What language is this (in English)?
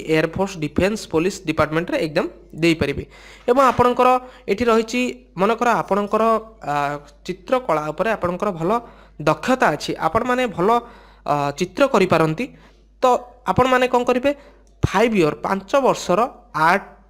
Odia